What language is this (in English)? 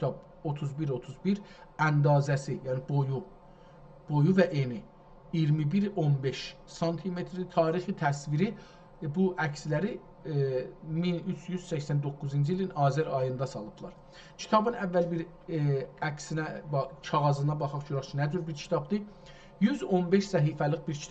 South Azerbaijani